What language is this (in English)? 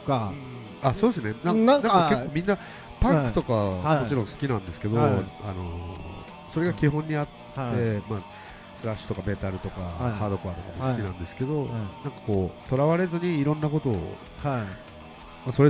Japanese